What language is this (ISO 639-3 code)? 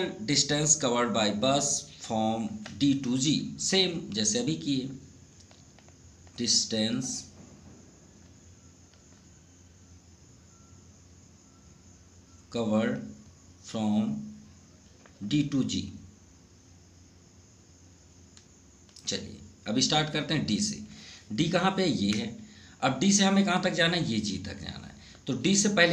hin